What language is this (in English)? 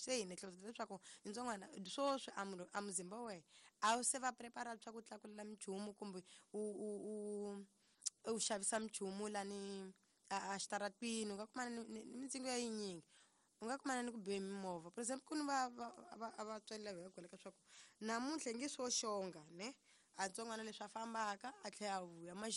Tsonga